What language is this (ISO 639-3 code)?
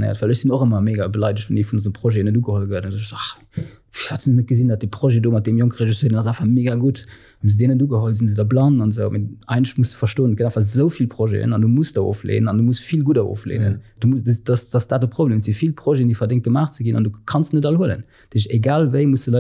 ltz